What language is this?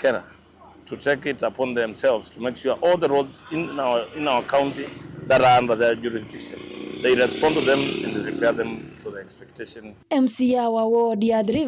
Kamba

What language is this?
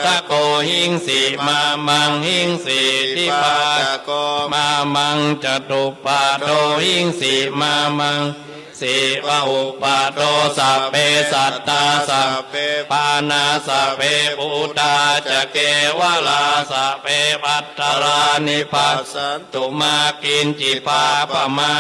Pali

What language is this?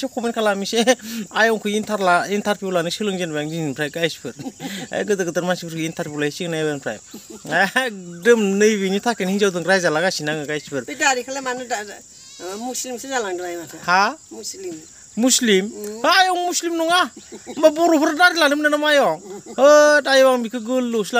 Bodo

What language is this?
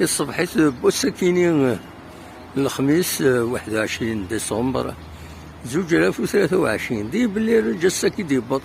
Kabyle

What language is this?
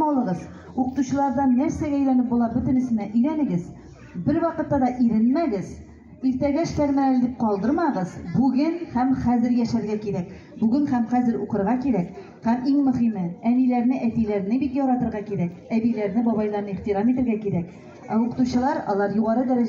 Tatar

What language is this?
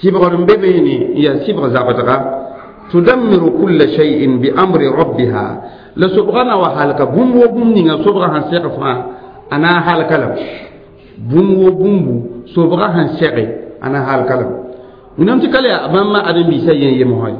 Mossi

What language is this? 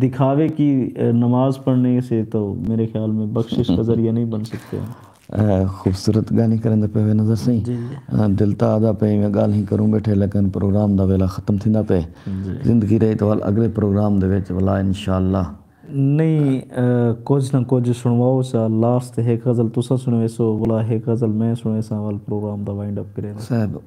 Saraiki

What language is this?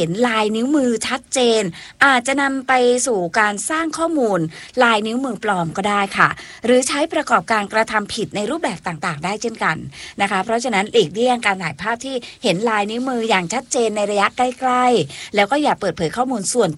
Thai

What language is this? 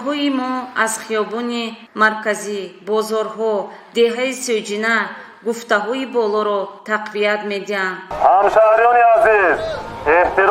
Tajik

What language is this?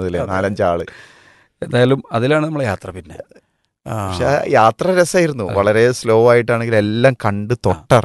Malayalam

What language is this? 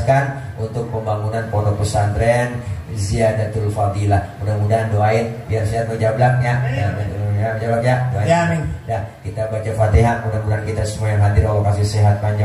Betawi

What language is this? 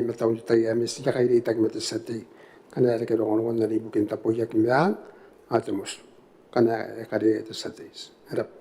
Gilbertese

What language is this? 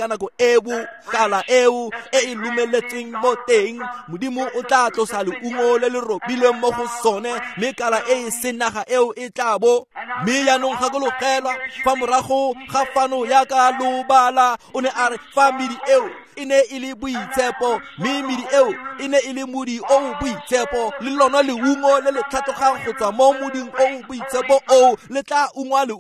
Tswana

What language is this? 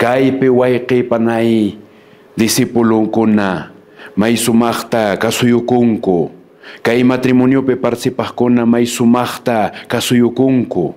Quechua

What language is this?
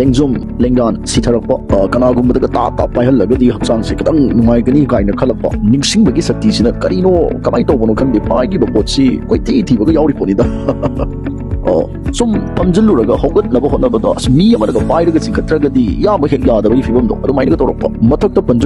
Manipuri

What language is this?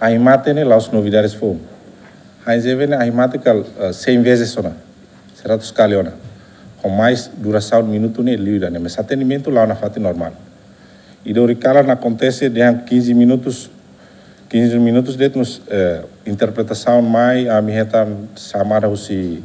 Tetum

